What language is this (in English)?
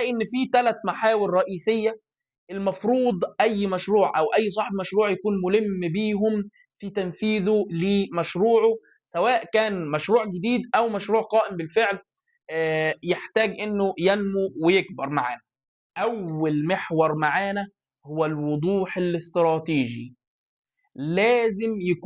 Egyptian Arabic